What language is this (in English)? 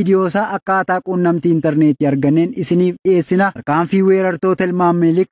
Oromo